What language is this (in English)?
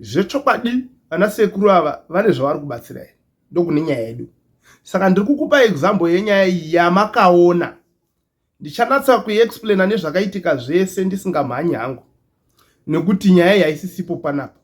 Shona